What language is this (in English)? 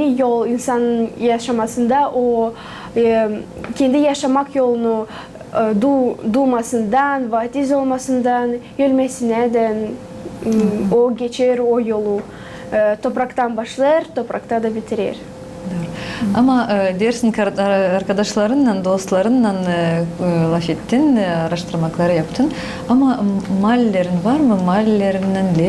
Gagauz